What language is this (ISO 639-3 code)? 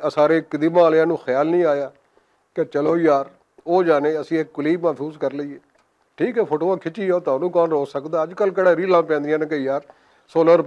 lah